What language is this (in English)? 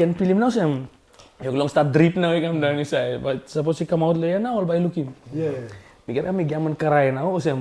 Tok Pisin